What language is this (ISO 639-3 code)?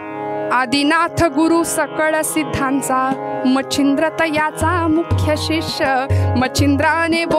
mar